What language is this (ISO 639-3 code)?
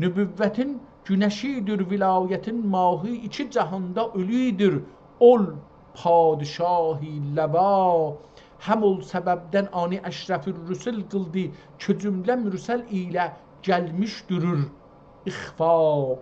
azb